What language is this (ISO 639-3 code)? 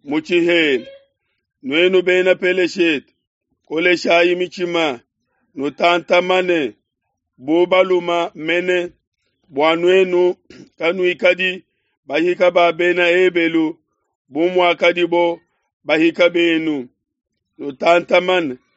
lua